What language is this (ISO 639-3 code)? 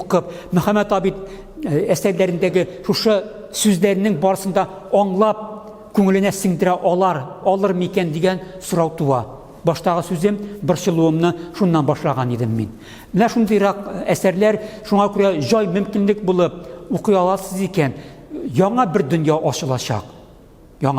tat